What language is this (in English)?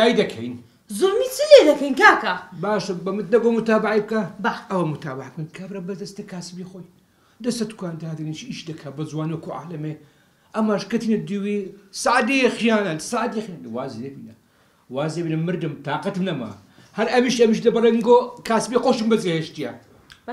Central Kurdish